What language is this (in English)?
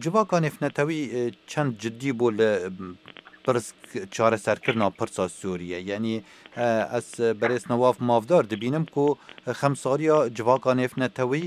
Kurdish